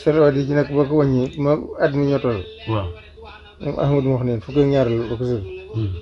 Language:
Wolof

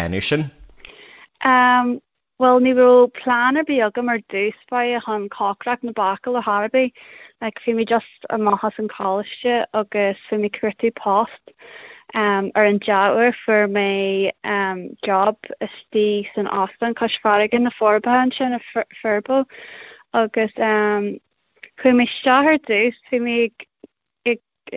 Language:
Irish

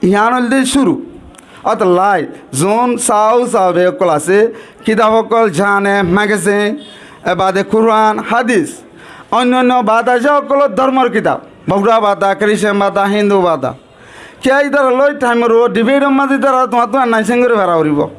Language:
Rohingya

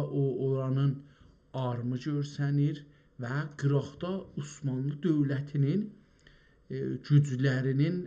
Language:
South Azerbaijani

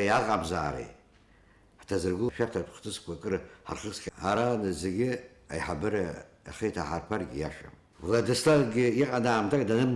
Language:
Abkhazian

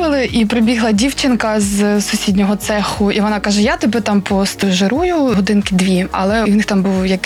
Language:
Ukrainian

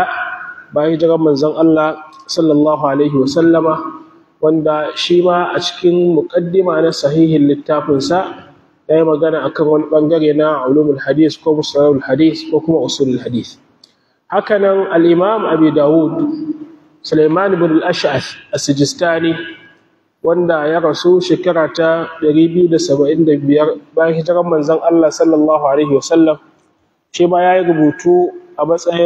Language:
Hausa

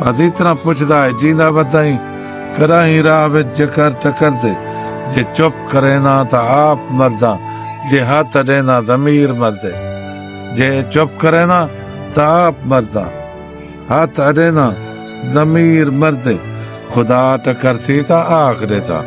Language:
Saraiki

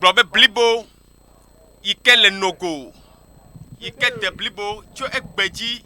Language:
Ewe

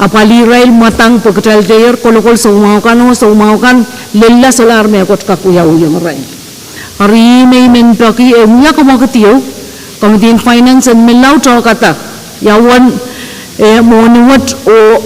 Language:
Pohnpeian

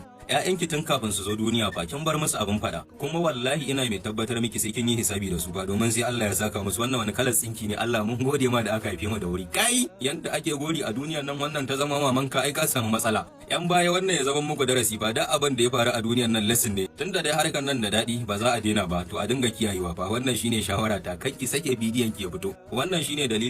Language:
Hausa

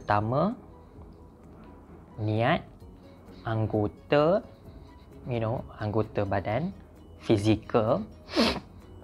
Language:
Malay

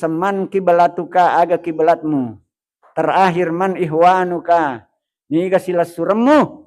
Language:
Buginese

